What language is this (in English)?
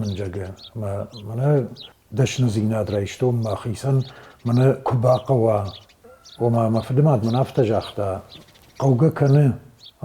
Ossetic